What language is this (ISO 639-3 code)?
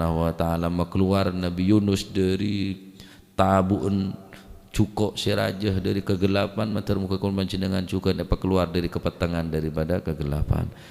mad